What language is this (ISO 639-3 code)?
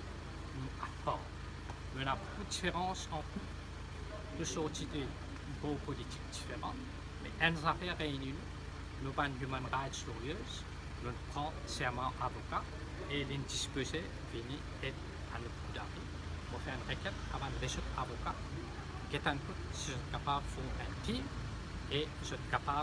mfe